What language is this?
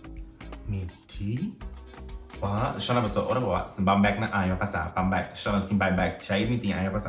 Papiamento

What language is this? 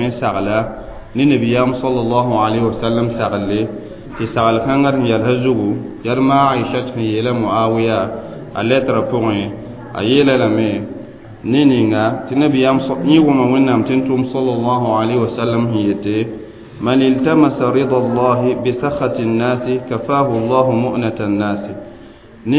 Mossi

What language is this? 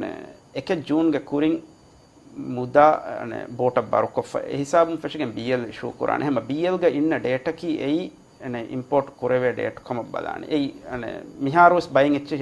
Divehi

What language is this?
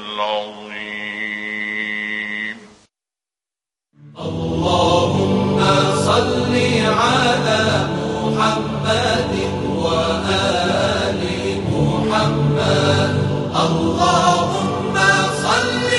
Arabic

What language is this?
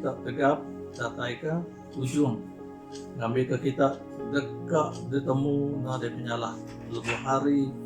Iban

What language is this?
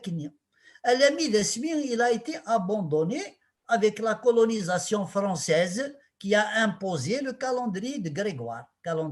Kabyle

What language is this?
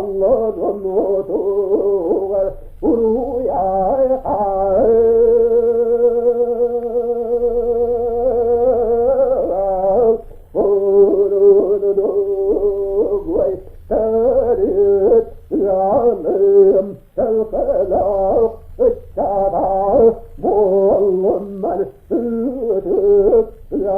Yakut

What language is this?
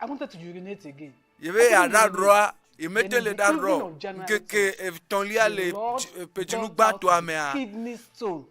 Ewe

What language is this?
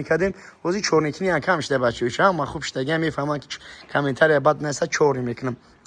Tajik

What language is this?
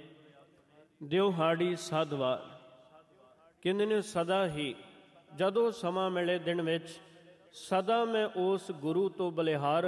Punjabi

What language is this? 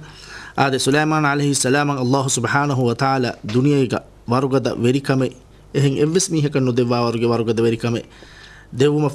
Divehi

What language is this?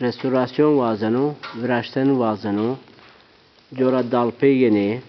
Zaza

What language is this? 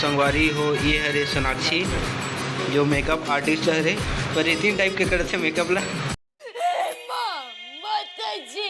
Chhattisgarhi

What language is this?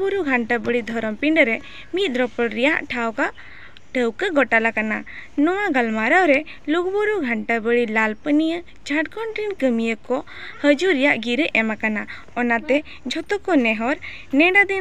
Santali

